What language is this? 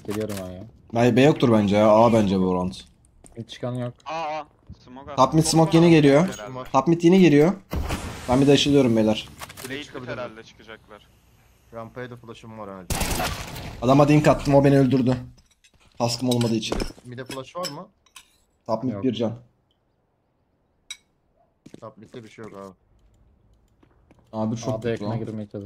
Turkish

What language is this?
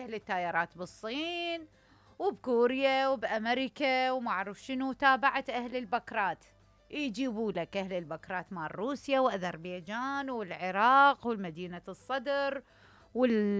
Mesopotamian Arabic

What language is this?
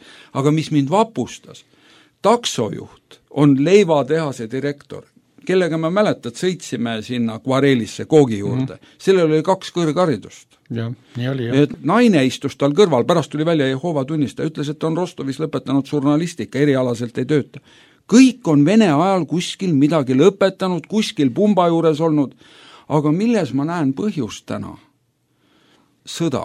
Estonian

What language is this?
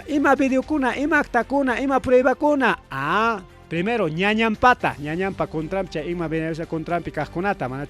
Ayacucho Quechua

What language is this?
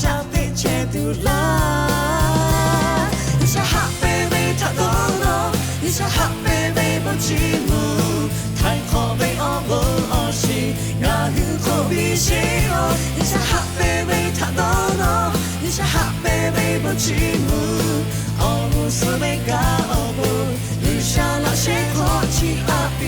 Lahu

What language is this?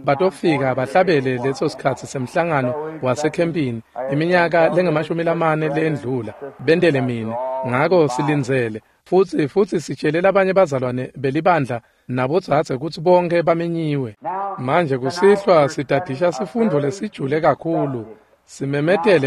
Swati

